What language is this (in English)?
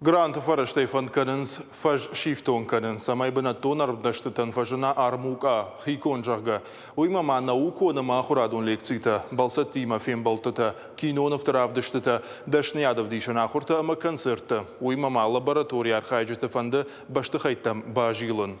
Ossetic